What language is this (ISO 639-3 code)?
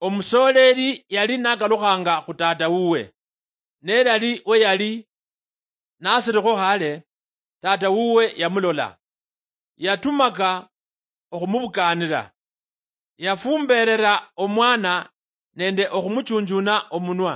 luy